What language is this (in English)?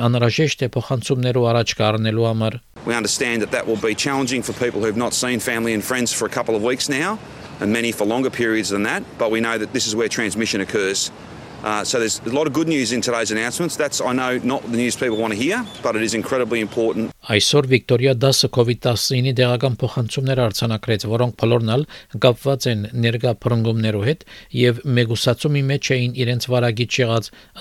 Armenian